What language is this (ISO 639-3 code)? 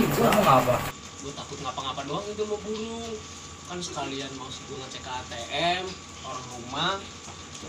bew